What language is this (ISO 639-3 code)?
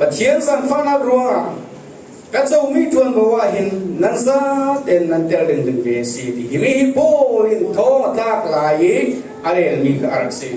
cfm